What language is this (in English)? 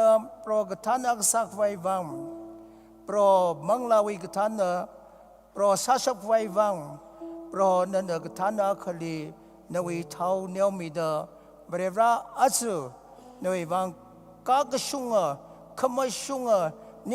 Tangkhul Naga (India)